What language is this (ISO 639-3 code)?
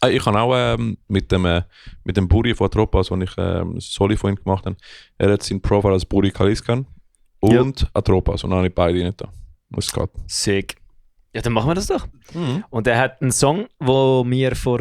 gsw